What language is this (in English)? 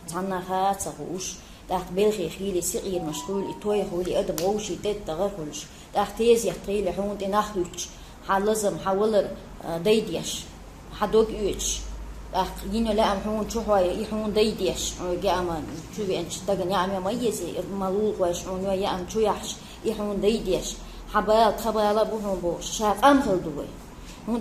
Chechen